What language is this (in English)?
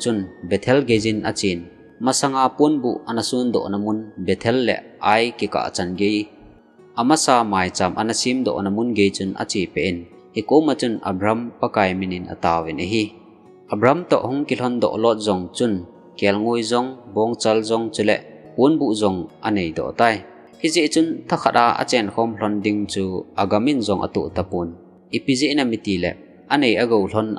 Thado Chin